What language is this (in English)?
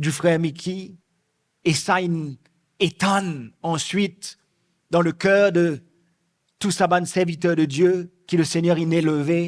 Morisyen